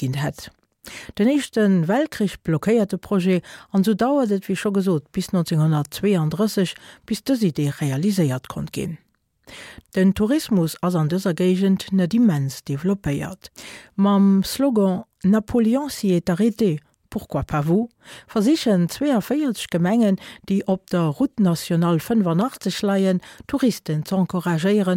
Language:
Luxembourgish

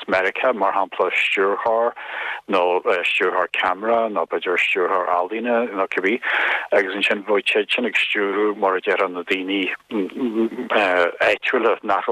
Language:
Irish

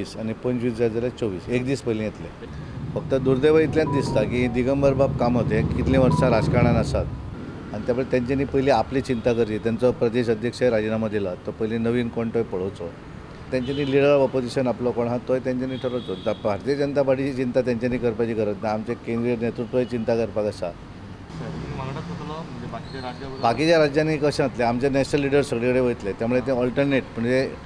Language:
Konkani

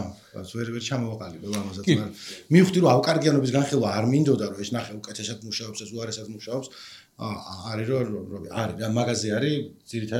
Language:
Georgian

